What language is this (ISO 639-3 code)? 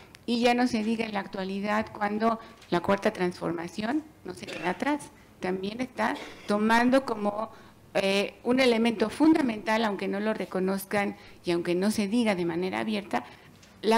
spa